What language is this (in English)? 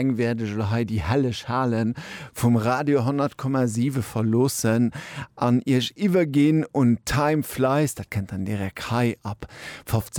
Luxembourgish